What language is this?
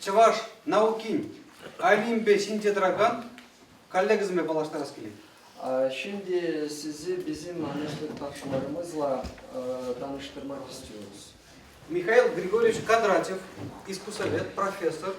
Chuvash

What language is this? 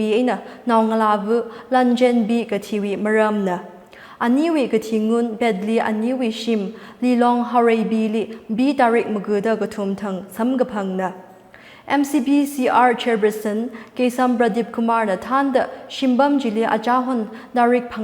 Tangkhul Naga (India)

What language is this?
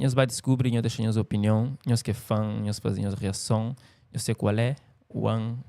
Kabuverdianu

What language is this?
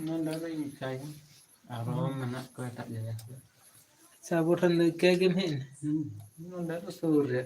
Santali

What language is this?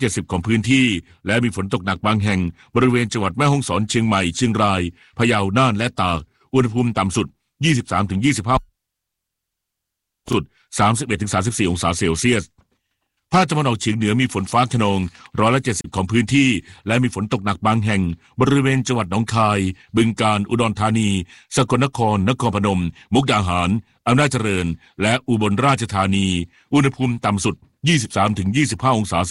Thai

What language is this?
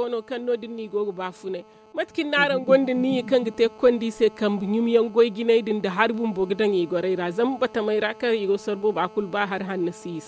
Zarma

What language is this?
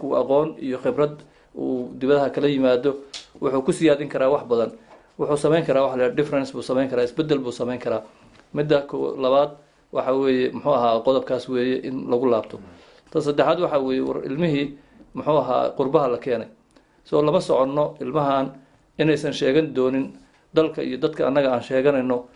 Somali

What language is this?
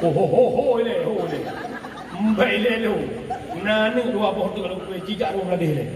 Achinese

